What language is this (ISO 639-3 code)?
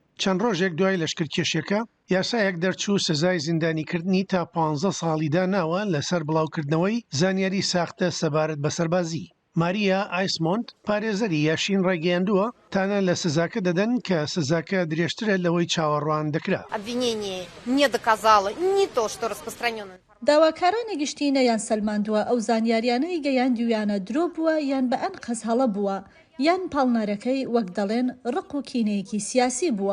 ckb